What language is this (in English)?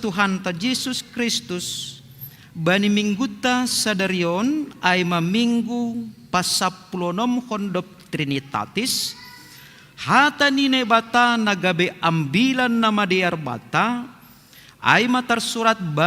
Batak Simalungun